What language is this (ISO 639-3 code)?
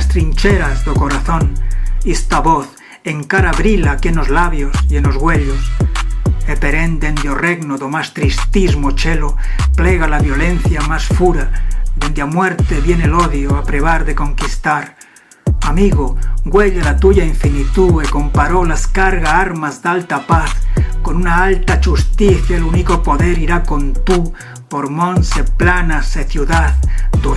arg